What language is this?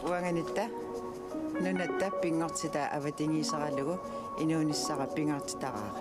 Kalaallisut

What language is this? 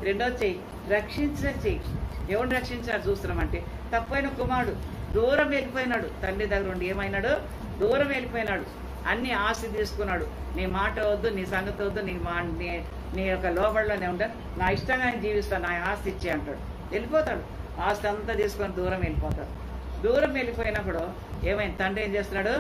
Telugu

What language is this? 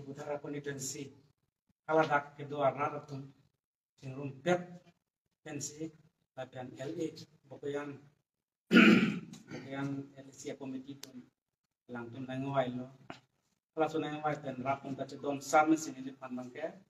Karbi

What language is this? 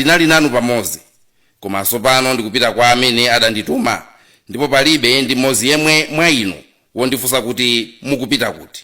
Nyanja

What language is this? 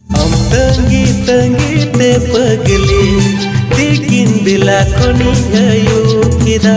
Santali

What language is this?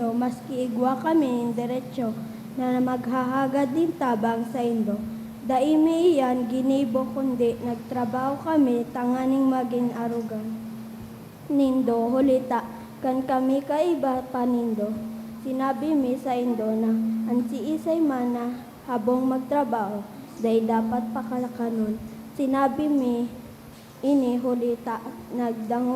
Bikol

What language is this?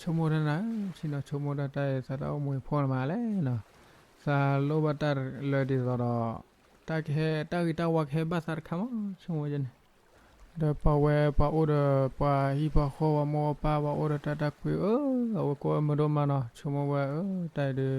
S'gaw Karen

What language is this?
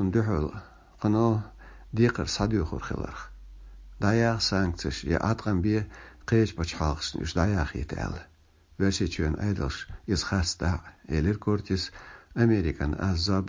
Chechen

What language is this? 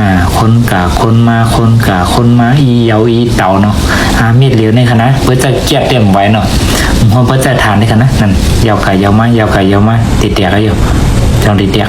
Shan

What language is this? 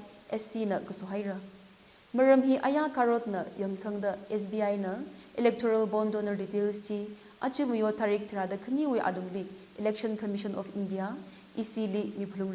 Tangkhul Naga (India)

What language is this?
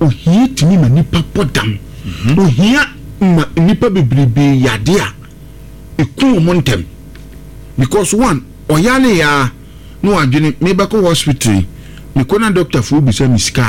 Akan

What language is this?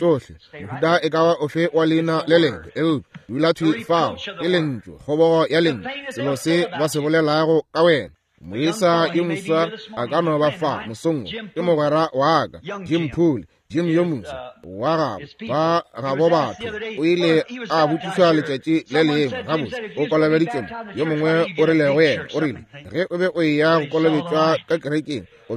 Northern Sotho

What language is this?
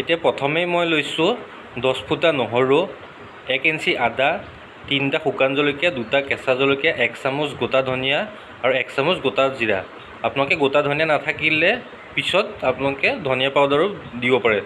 Assamese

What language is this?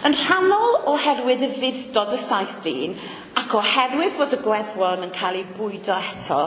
Welsh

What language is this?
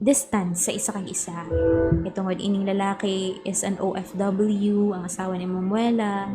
Hiligaynon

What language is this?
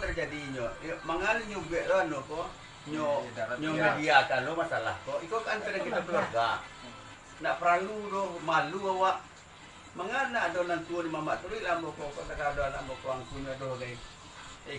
Minangkabau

